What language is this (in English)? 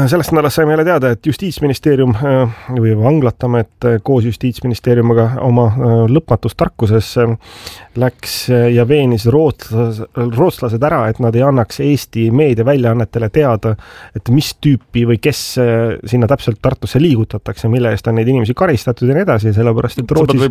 Estonian